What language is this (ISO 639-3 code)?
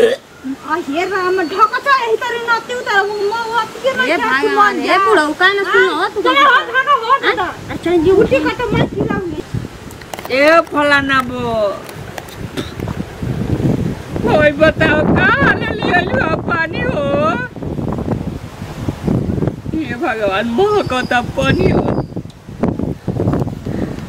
bho